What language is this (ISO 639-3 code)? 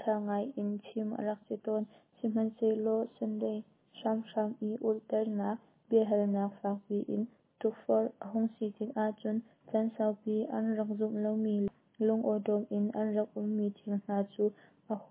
cnh